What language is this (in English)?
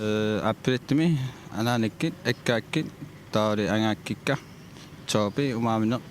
Kalaallisut